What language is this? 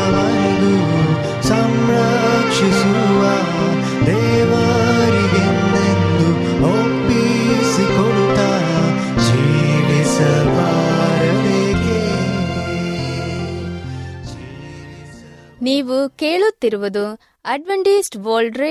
Kannada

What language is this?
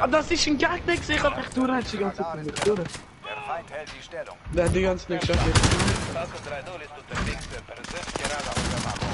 Swiss German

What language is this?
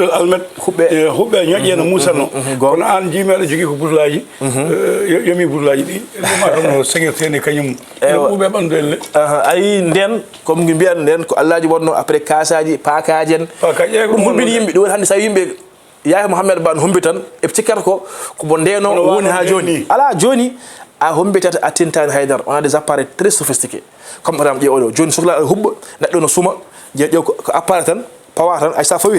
Fula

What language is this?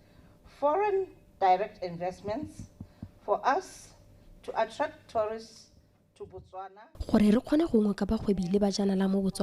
Tswana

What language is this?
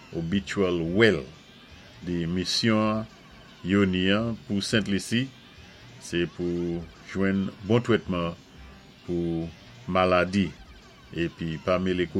Saint Lucian Creole French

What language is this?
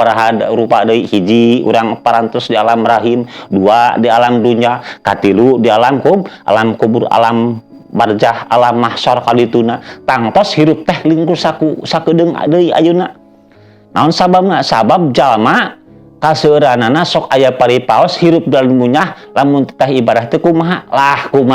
Sundanese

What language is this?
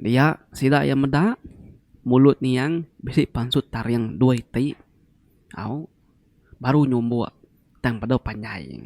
Iban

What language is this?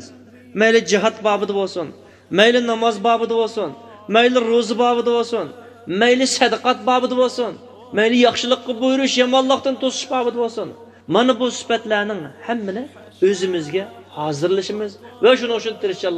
Uyghur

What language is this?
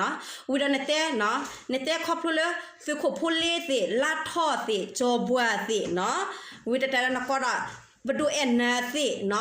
S'gaw Karen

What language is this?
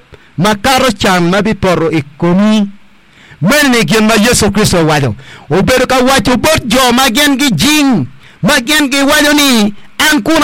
Acoli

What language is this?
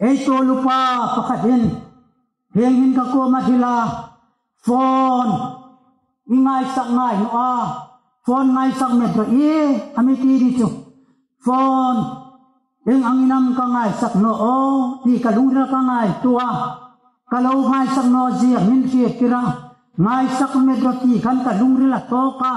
Hmar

